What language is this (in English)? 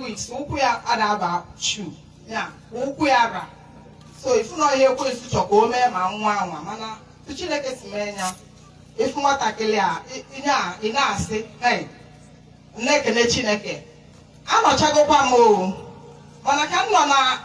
Igbo